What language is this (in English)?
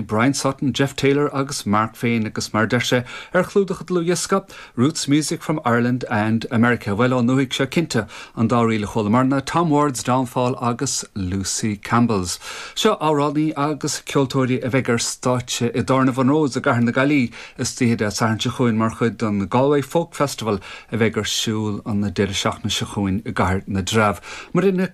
Irish